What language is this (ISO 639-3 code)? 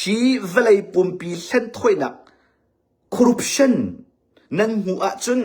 cnh